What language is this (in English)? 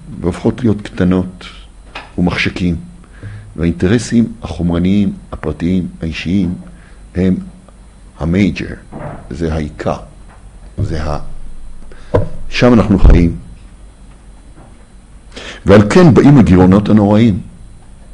Hebrew